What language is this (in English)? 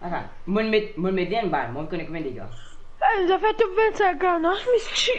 Morisyen